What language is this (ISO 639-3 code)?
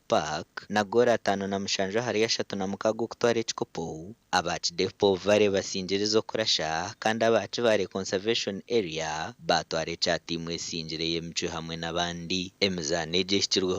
nyn